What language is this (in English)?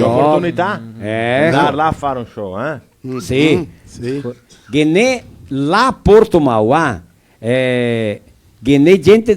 Venetian